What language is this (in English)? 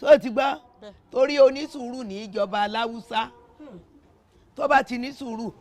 Yoruba